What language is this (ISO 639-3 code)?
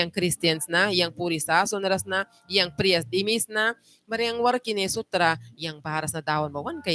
miq